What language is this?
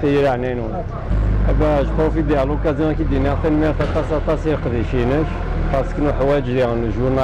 Kabyle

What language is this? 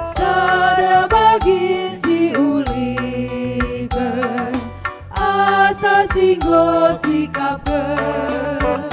Batak Karo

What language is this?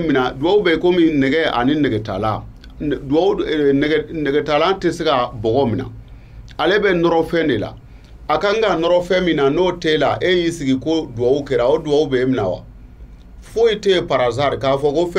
Bambara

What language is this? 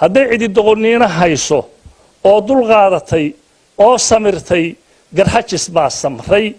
Somali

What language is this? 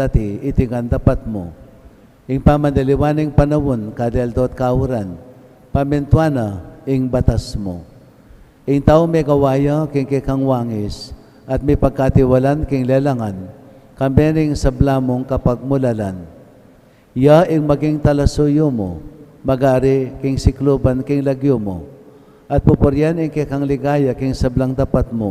Pampanga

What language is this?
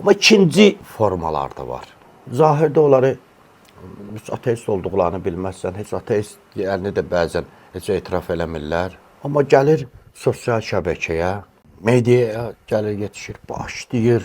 Azerbaijani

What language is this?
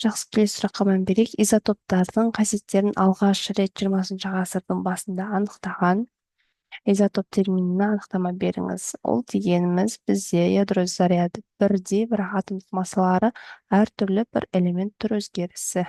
Kazakh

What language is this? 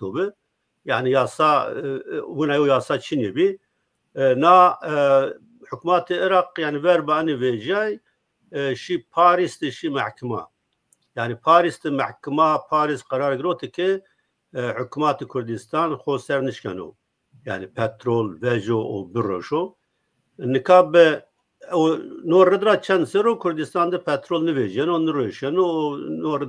Zaza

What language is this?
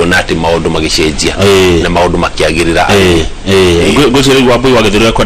Kikuyu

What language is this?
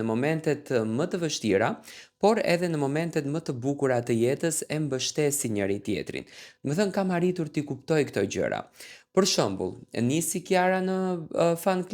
Albanian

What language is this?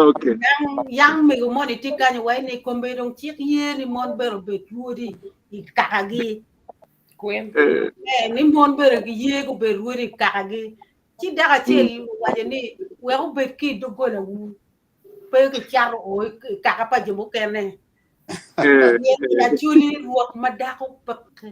Acoli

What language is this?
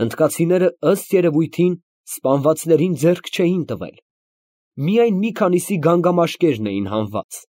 Armenian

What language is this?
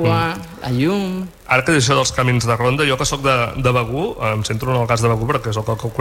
Catalan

